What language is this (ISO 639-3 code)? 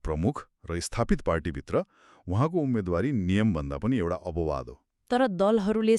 nep